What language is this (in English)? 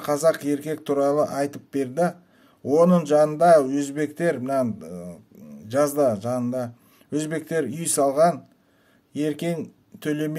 Kazakh